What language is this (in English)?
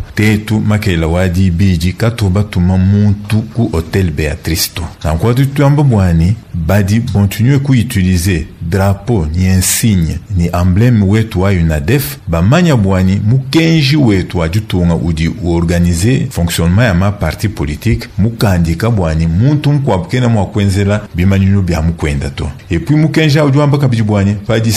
Luba-Lulua